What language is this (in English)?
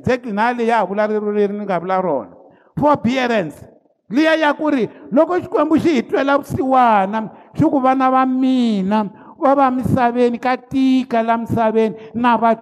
Tsonga